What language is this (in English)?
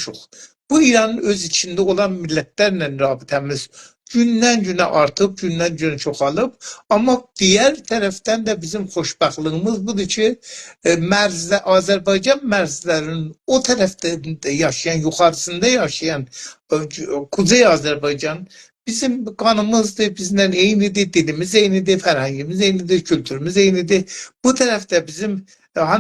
South Azerbaijani